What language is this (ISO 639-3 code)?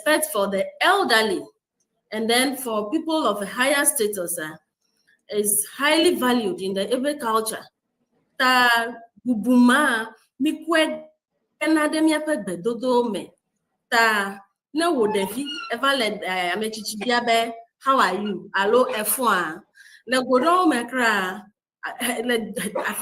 ewe